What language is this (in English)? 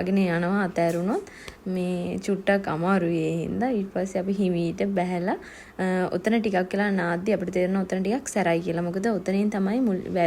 Sinhala